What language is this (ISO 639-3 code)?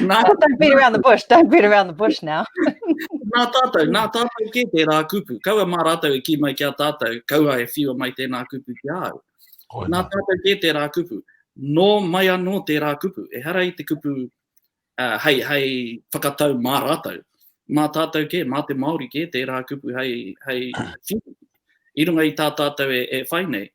mri